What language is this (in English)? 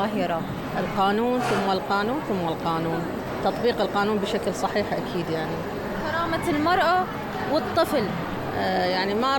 Mesopotamian Arabic